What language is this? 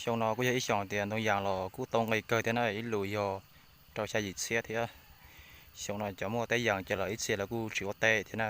Hmong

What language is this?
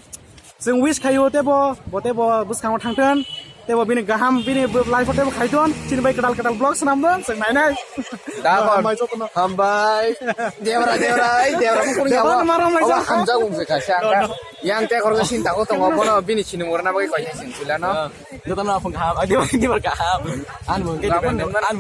Kok Borok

